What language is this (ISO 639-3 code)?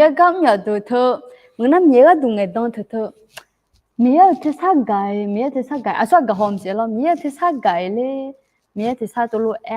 ahk